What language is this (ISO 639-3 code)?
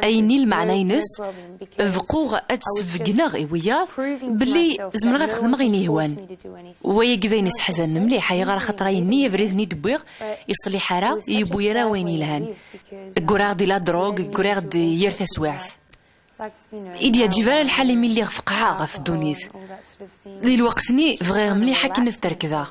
kab